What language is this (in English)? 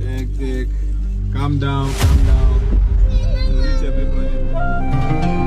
Nigerian Pidgin